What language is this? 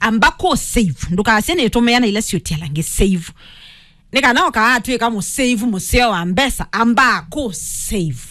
Kamba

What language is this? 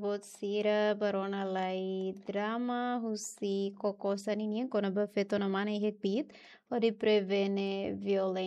Tetum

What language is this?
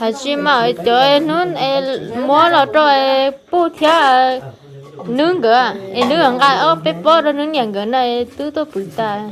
Hmong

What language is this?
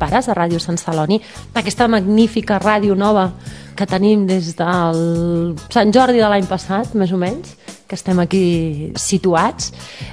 Catalan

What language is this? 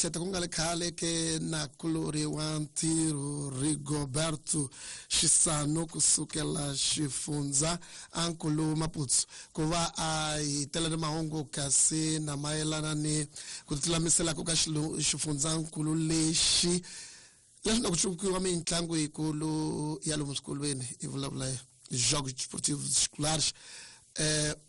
Tsonga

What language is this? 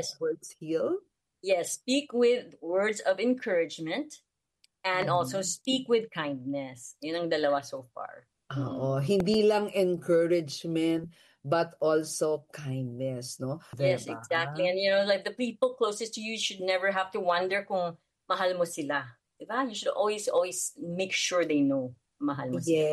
Filipino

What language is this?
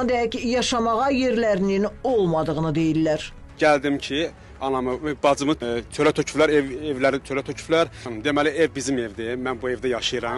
Azerbaijani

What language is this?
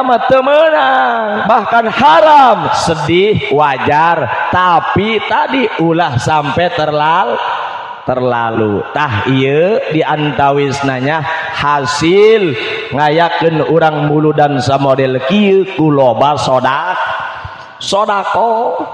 Sundanese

